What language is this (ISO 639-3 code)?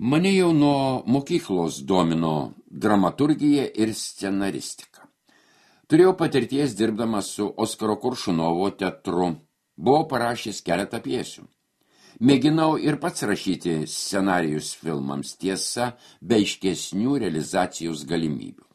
lit